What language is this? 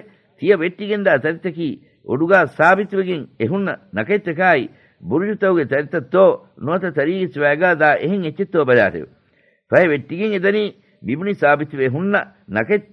Divehi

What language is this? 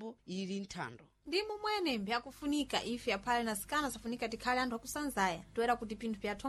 Sena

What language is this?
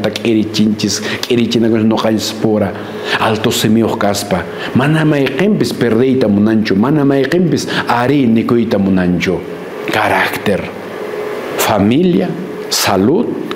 Quechua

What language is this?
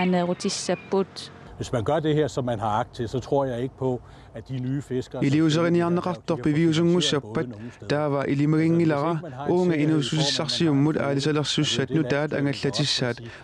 Kalaallisut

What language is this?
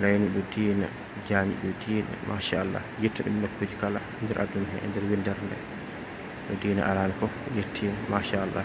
Fula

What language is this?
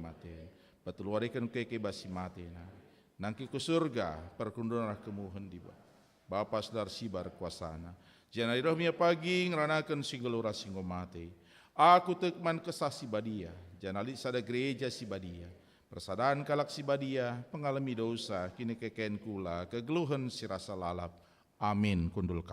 Batak Karo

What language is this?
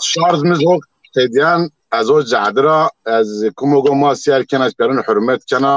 Zaza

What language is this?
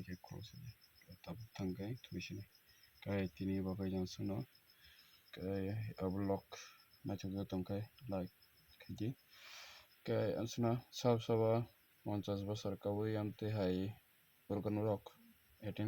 Kok Borok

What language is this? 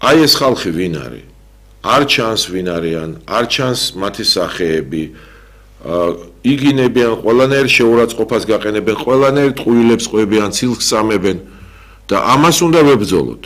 Georgian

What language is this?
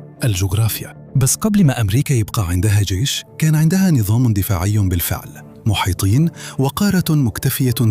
Egyptian Arabic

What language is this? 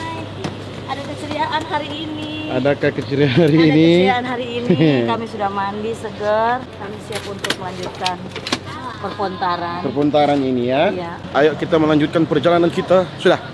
Manado Malay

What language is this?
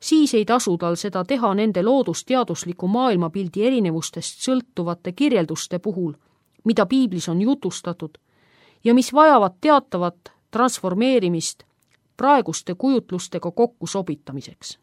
Estonian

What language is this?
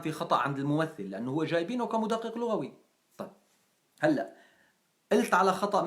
North Levantine Arabic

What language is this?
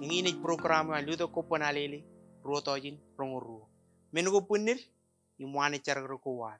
Marshallese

